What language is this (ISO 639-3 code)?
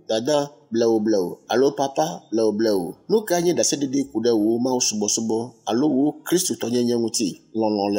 ewe